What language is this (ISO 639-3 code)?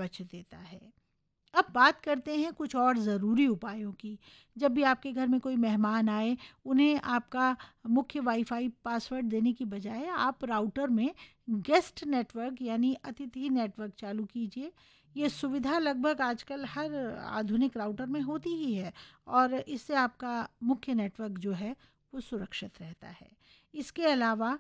hin